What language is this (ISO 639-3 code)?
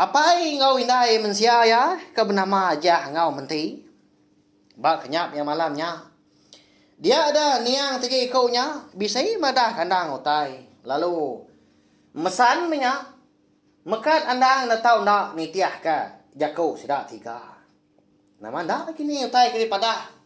iba